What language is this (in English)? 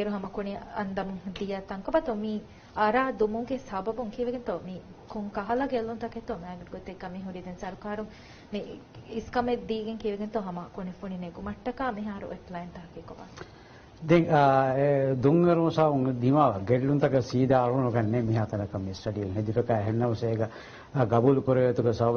Divehi